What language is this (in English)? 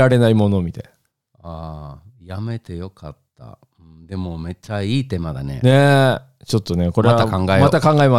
Japanese